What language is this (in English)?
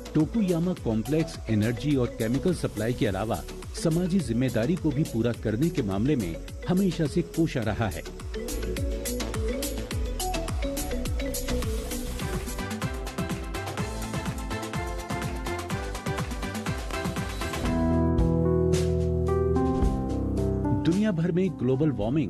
Hindi